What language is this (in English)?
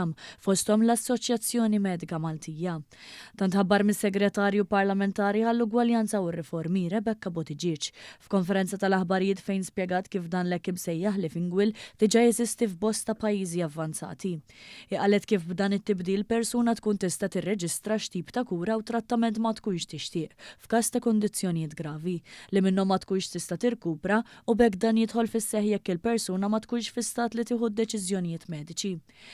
Maltese